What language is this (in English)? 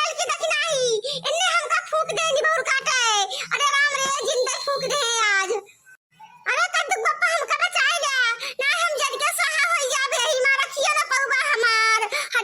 Awadhi